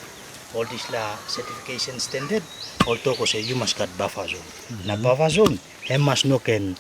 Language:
Tok Pisin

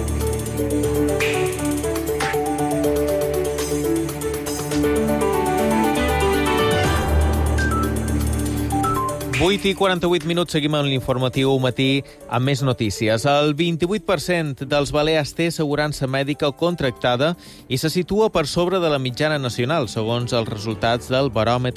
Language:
Catalan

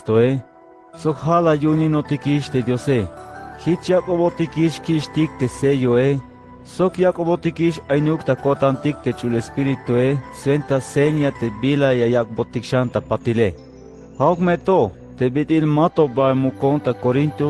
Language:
Tzeltal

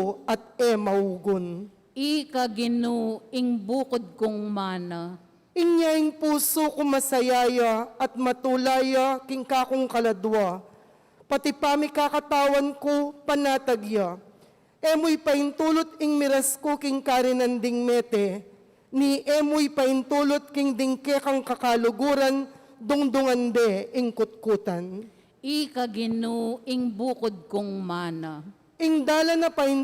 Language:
Pampanga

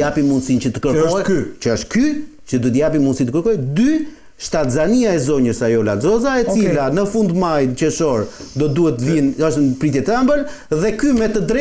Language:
Albanian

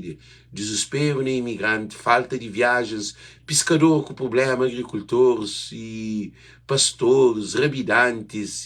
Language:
Kabuverdianu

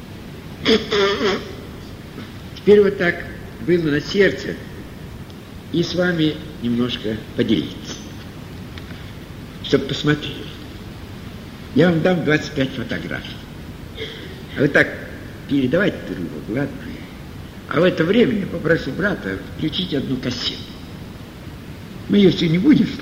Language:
Russian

